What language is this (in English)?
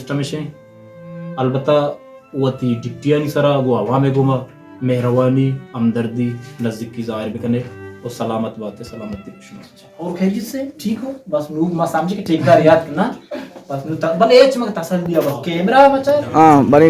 Baluchi